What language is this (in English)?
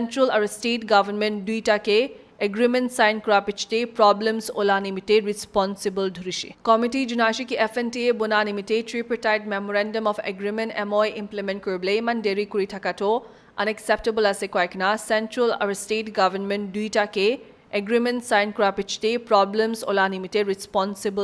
Naga Pidgin